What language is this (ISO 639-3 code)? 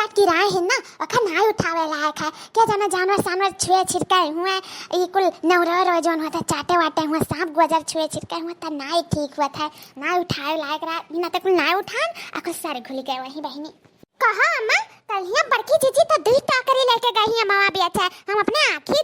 awa